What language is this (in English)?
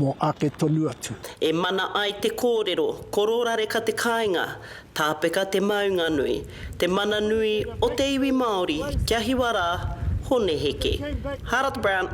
Māori